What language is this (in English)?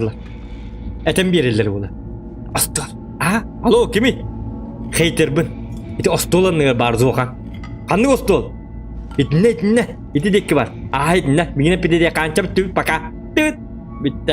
Yakut